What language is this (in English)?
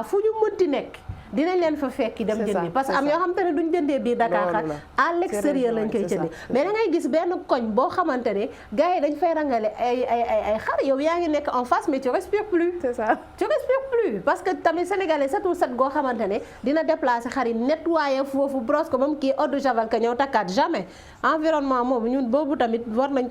Wolof